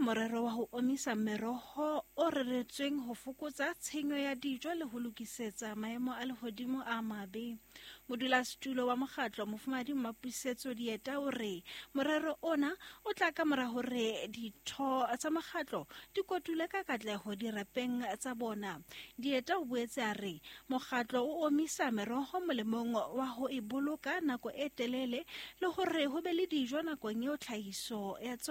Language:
Southern Sotho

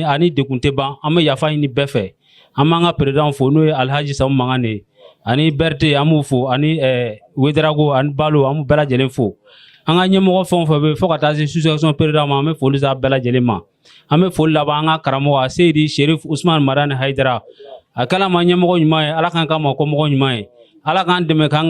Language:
Bambara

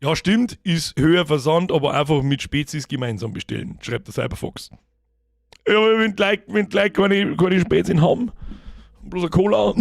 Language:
Bavarian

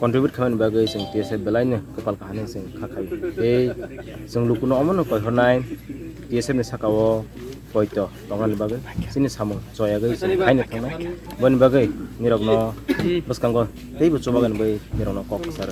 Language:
Kok Borok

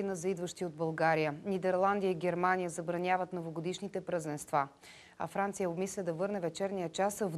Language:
Bulgarian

